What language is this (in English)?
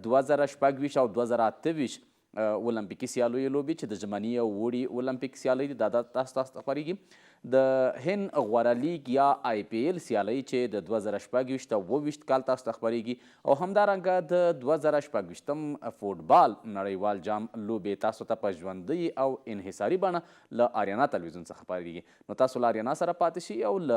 Pashto